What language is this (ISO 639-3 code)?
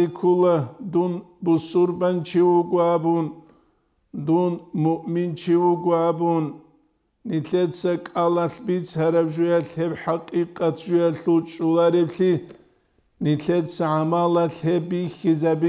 ava